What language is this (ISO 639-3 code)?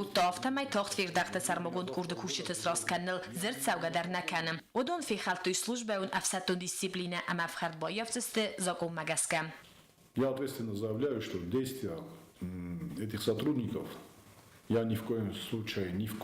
oss